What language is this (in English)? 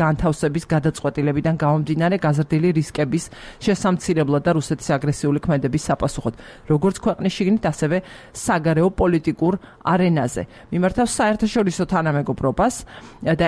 Georgian